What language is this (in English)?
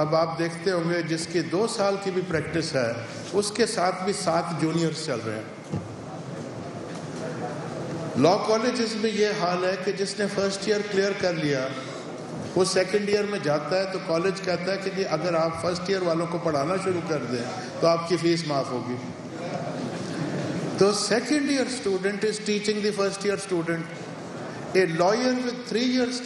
Urdu